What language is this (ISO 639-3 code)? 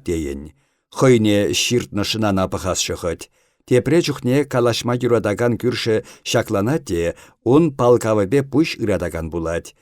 chv